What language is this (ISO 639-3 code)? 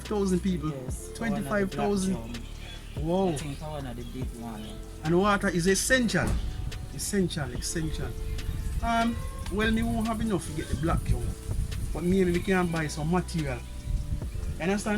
jam